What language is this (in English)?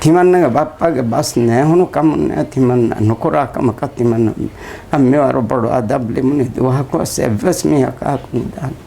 Divehi